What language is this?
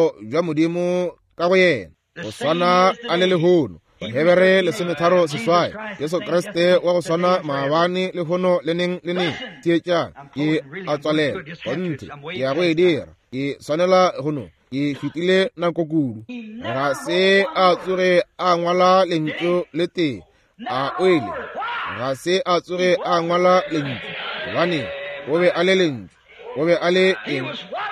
Northern Sotho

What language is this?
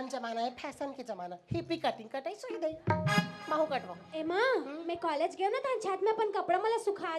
Chhattisgarhi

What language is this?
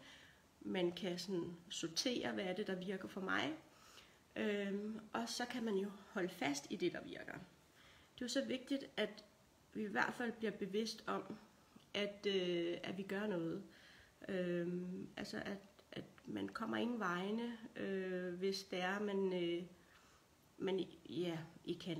Danish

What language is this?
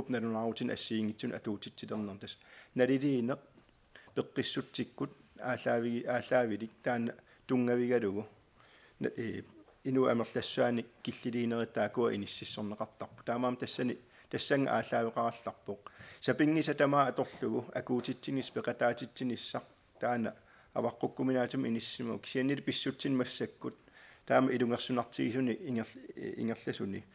Kalaallisut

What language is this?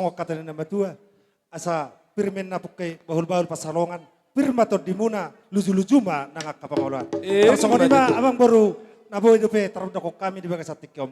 Batak Toba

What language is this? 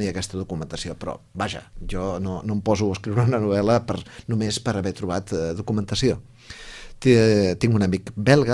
Catalan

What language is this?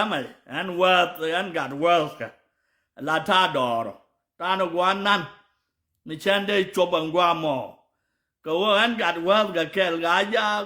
Nuer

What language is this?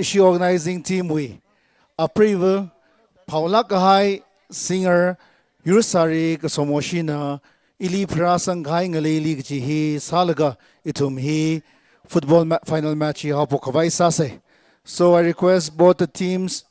Tangkhul Naga (India)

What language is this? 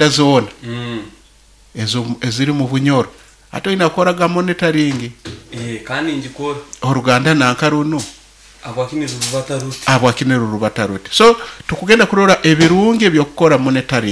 Nyoro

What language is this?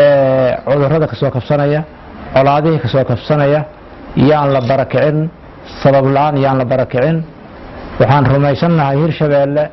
Somali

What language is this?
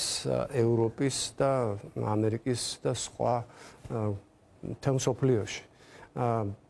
Georgian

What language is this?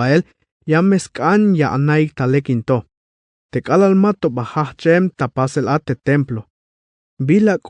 Tzeltal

